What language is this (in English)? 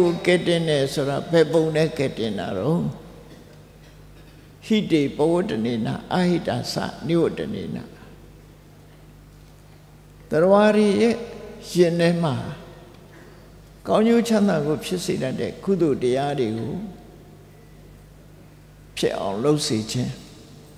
Burmese